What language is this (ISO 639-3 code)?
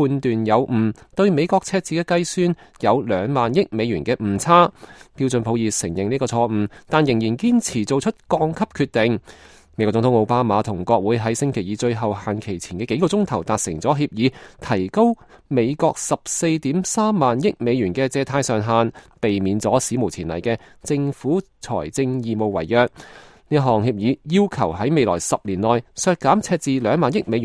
yue